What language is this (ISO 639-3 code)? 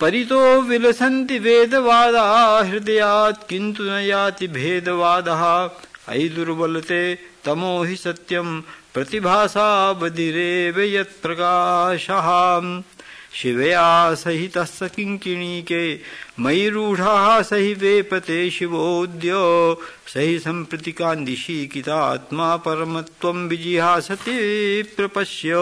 san